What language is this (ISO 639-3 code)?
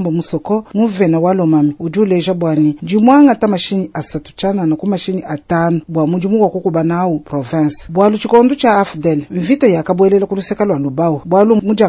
lua